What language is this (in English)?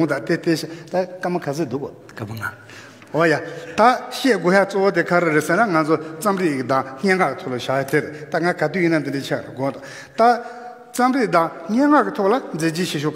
Tibetan